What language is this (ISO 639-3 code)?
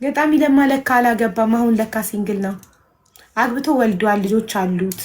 amh